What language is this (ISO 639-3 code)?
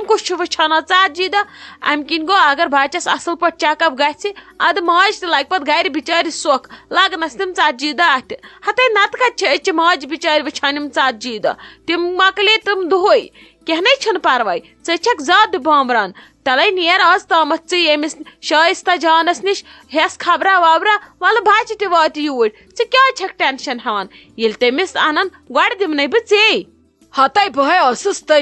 kas